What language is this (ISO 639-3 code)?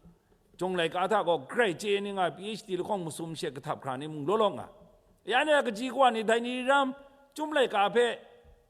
kac